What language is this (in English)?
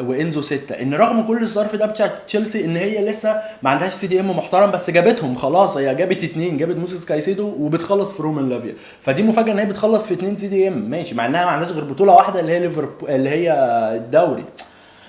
Egyptian Arabic